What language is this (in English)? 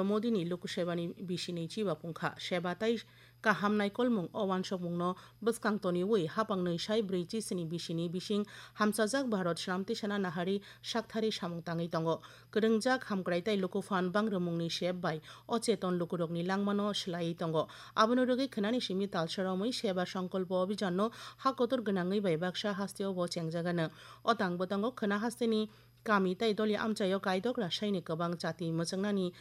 Kok Borok